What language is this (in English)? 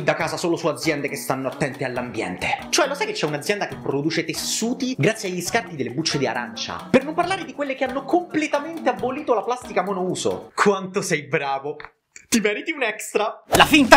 Italian